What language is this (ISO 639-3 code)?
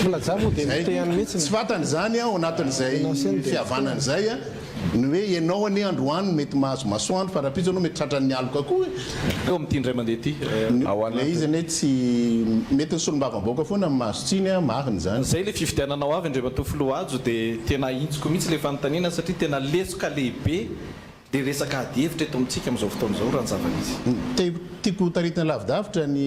mlg